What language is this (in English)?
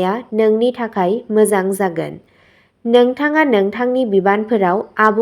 Bodo